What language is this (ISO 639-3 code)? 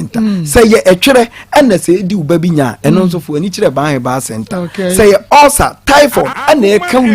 aka